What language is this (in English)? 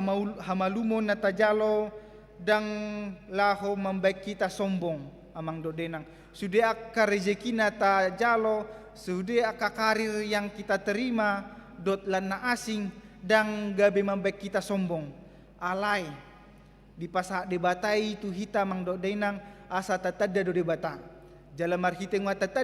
Batak Toba